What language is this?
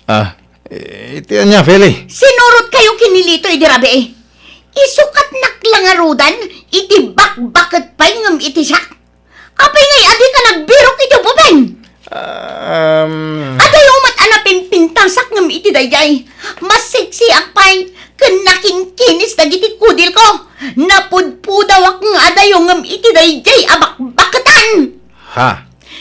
Iloko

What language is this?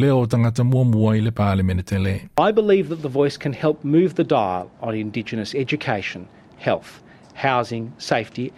Samoan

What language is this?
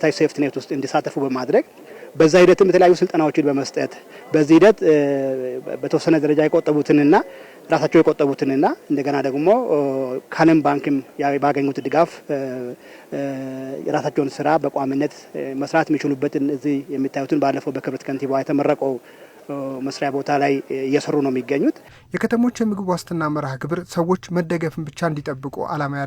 Amharic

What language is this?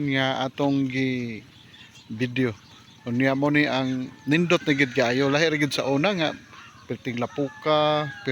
Cebuano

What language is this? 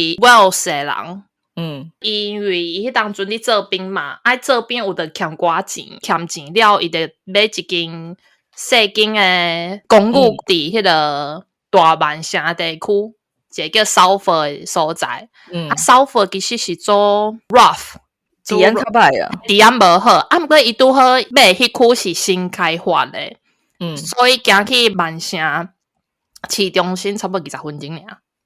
Min Nan Chinese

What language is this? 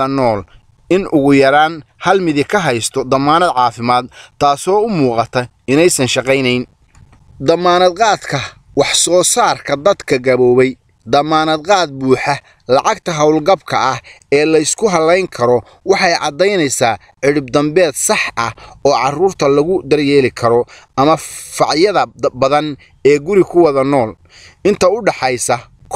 Somali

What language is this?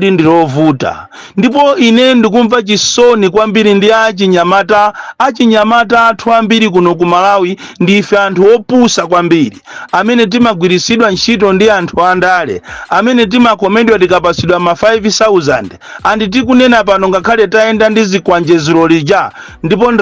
Nyanja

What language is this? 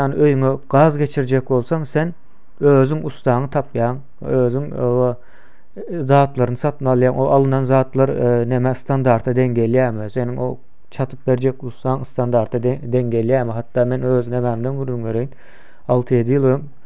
Turkmen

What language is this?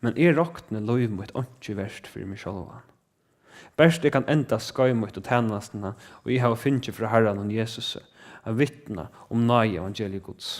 Faroese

